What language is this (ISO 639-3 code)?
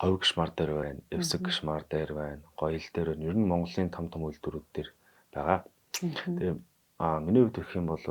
mon